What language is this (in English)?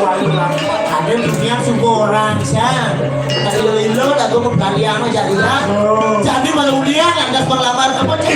Balinese